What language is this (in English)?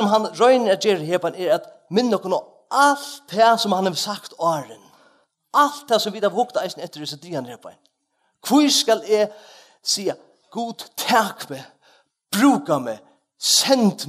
Faroese